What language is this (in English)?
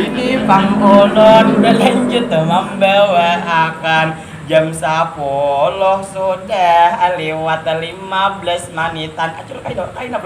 Banjar